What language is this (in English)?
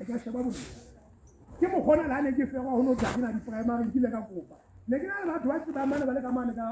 Southern Sotho